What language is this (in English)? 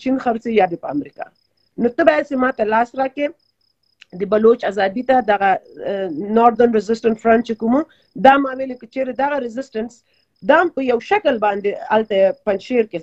Pashto